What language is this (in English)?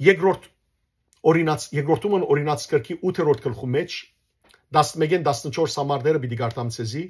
Western Armenian